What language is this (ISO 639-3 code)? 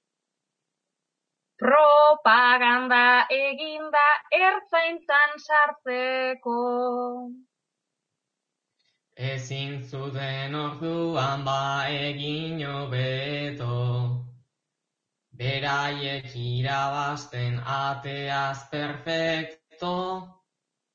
eus